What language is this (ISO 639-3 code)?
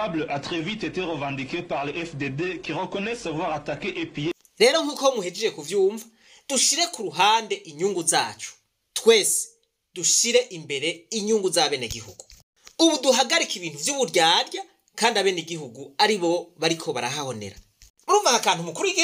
run